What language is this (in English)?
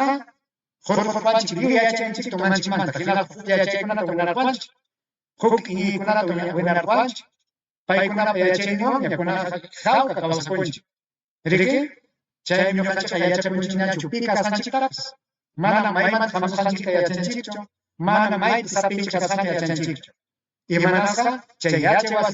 Ayacucho Quechua